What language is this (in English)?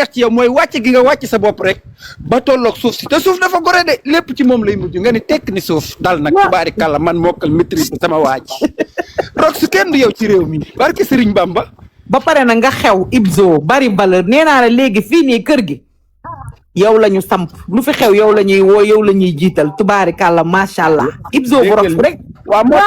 Wolof